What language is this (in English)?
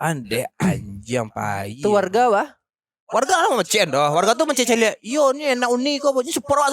Minangkabau